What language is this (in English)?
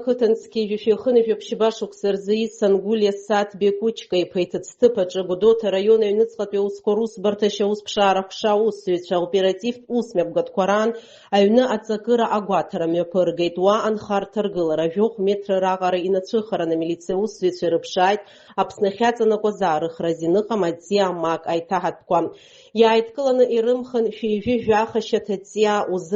Abkhazian